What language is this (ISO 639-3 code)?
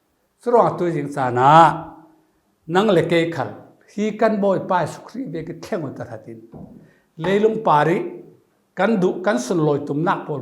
cfm